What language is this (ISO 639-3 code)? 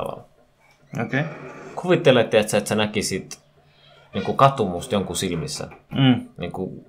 fin